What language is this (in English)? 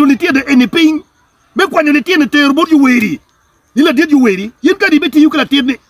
Acoli